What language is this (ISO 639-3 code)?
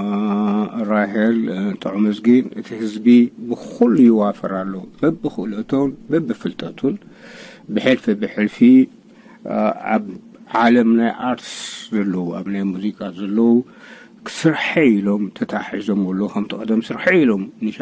tir